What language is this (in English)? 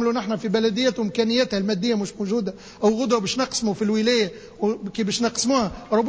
Tunisian Arabic